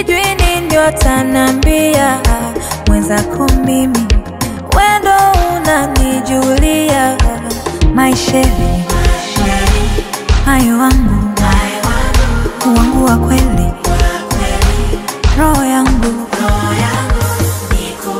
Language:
Swahili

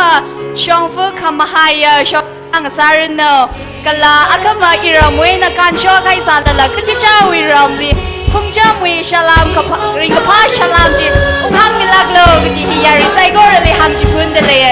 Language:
Tangkhul Naga (India)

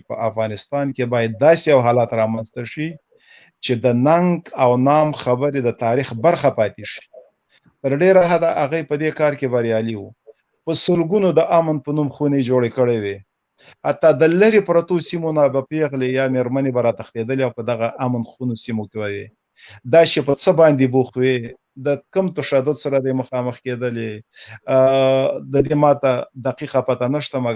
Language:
Pashto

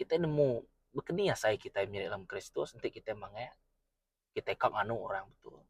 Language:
Iban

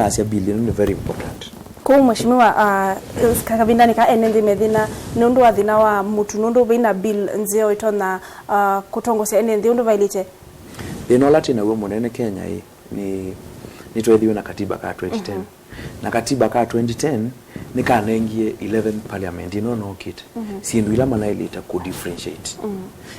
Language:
Kamba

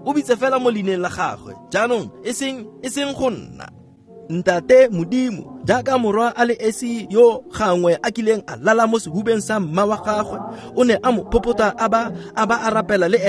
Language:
Tswana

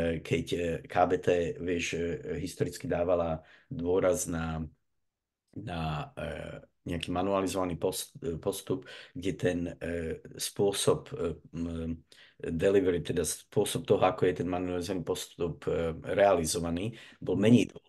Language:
Slovak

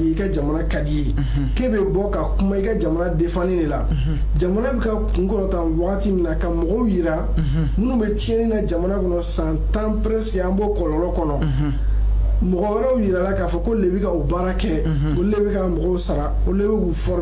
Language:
Bambara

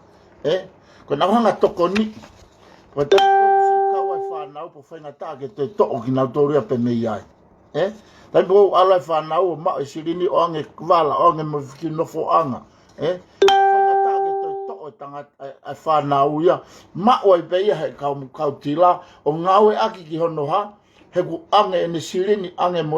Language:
Tongan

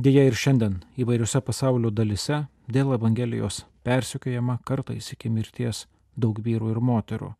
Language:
Lithuanian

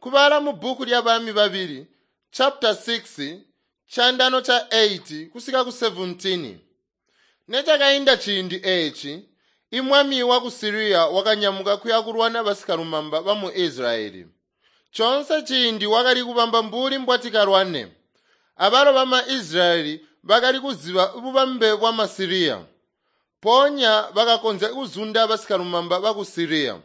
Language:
Tonga (Zambia)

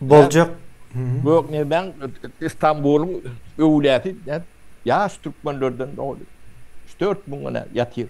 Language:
Turkmen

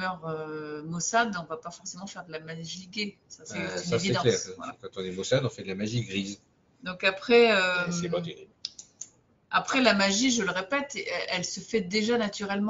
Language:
French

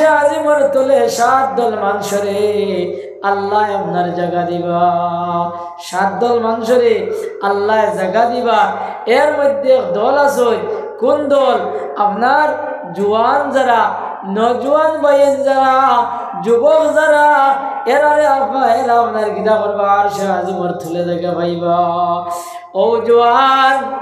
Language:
Sylheti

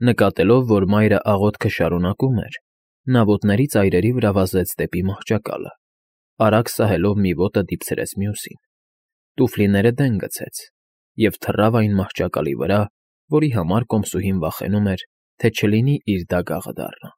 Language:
Armenian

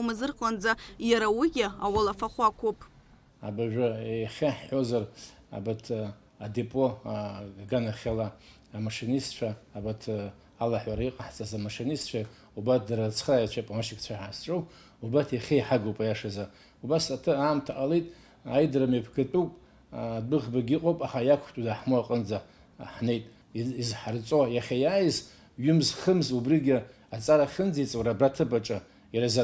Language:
Abkhazian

